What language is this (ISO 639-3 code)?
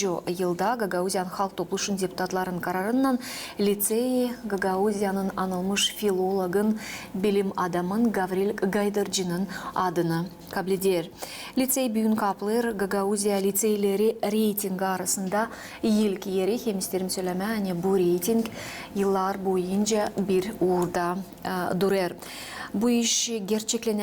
gag